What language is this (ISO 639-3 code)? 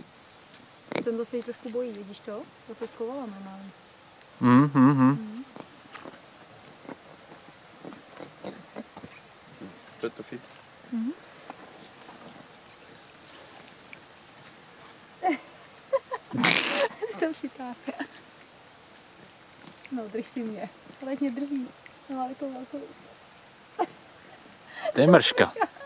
ces